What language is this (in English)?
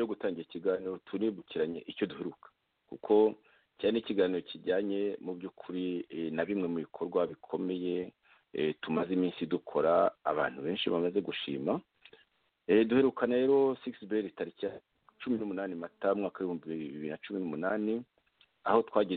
Kinyarwanda